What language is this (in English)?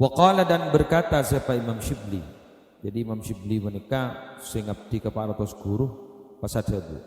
Madurese